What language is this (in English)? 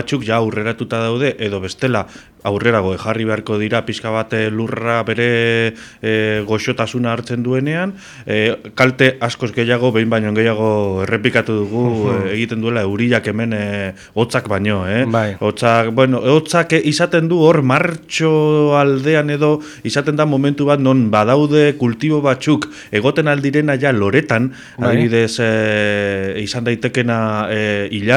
Basque